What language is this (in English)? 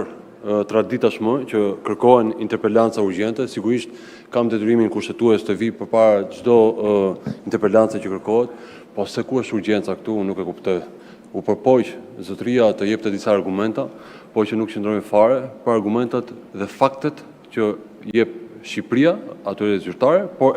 Albanian